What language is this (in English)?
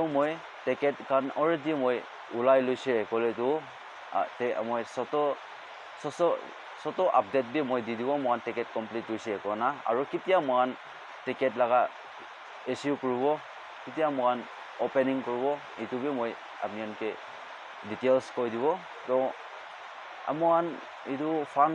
Naga Pidgin